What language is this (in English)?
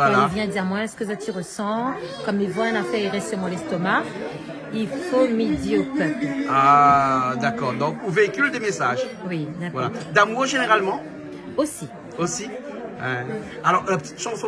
Réunion Creole French